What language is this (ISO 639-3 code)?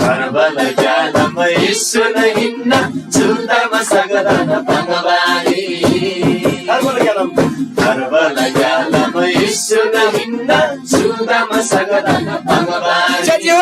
taj